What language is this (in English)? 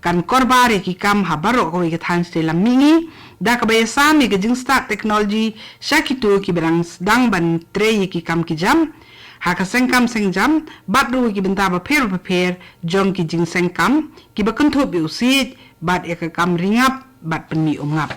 Khasi